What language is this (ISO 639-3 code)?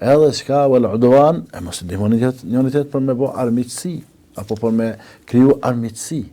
sqi